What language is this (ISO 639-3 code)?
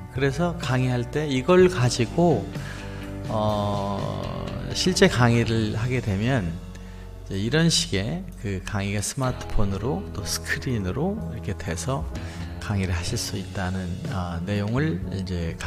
kor